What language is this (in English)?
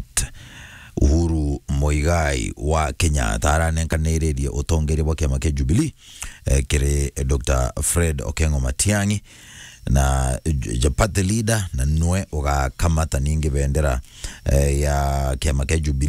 Meru